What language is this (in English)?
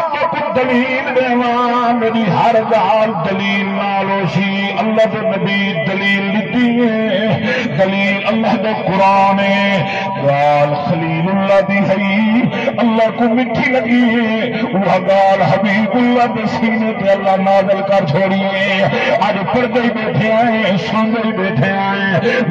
Saraiki